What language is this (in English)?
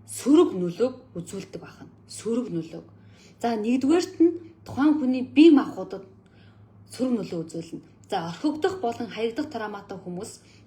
Mongolian